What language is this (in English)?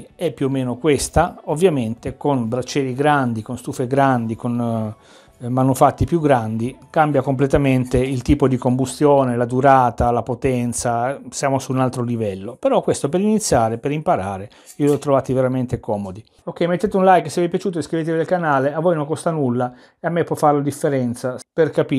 Italian